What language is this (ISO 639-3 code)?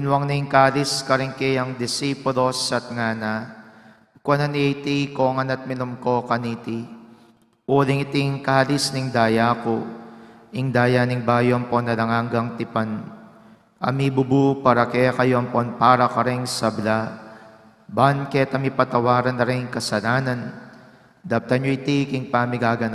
pam